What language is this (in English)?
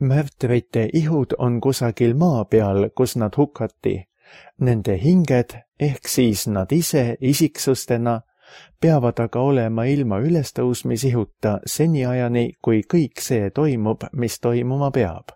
Estonian